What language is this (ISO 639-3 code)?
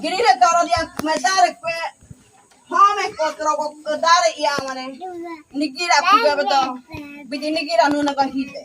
gym